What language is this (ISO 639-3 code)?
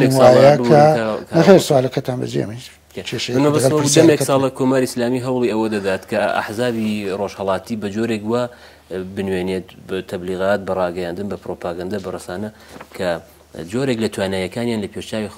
ckb